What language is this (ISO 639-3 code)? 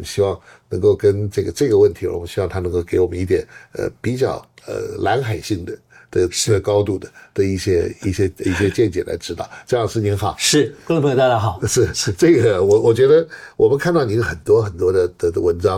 zho